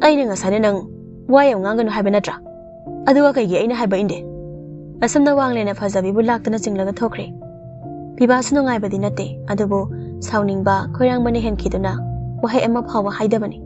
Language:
Manipuri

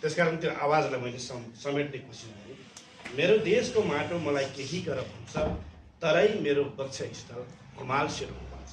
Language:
Nepali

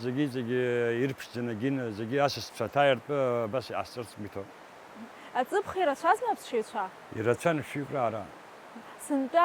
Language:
Abkhazian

